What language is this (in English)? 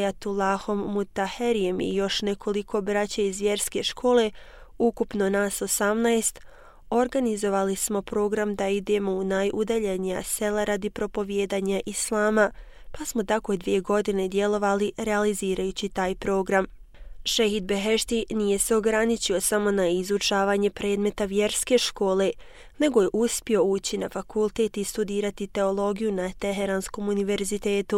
Bosnian